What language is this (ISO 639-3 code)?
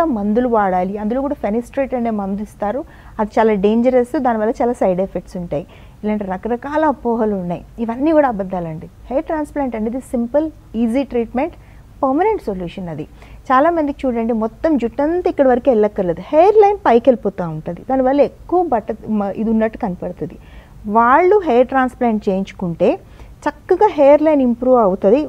tel